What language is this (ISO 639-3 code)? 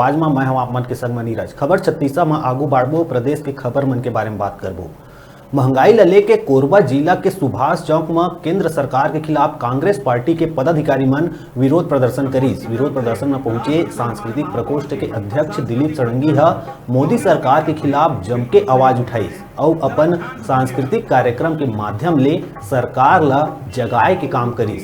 hne